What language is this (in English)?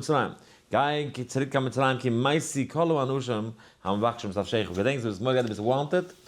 Yiddish